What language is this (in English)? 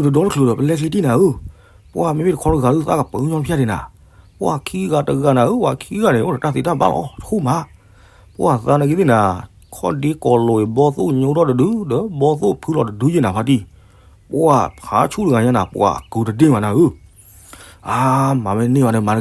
S'gaw Karen